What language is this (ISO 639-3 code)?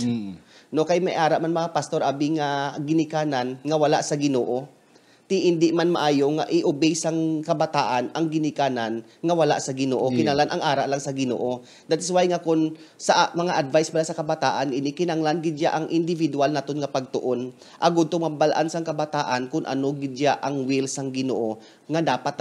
hil